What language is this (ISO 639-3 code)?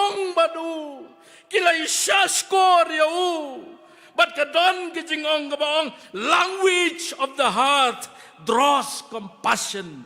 kha